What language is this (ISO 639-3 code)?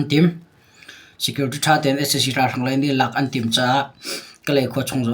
cnh